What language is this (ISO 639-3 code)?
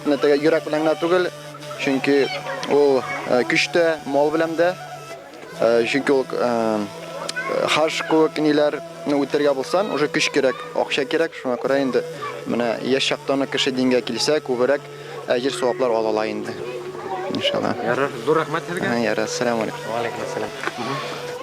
bak